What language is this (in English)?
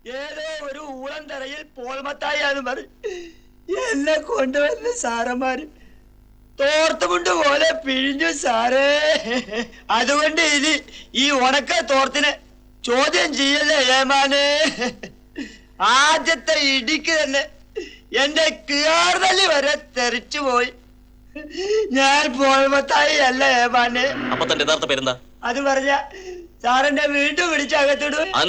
Malayalam